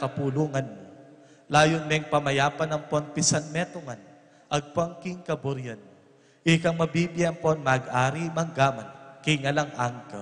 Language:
Pampanga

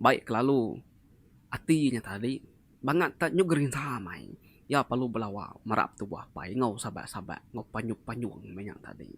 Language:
Iban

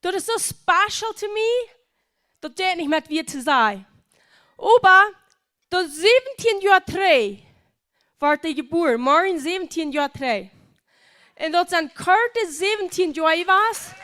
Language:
Plautdietsch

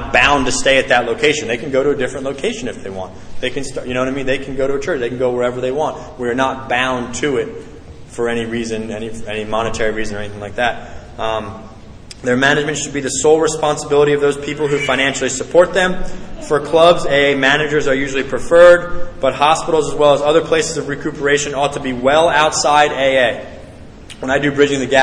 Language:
English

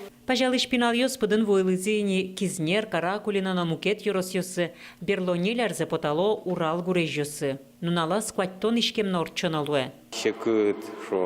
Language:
Udmurt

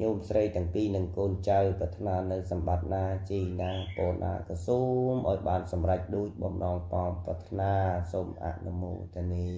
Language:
Khmer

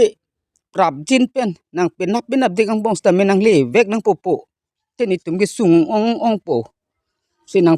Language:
Karbi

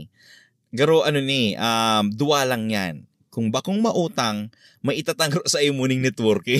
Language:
Bikol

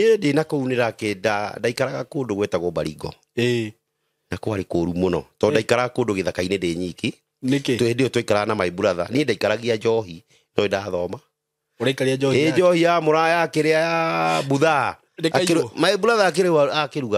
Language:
Kikuyu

